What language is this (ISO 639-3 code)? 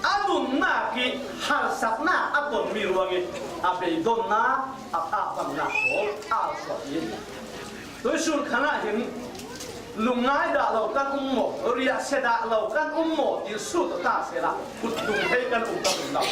cfm